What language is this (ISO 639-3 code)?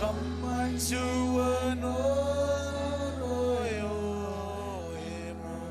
mah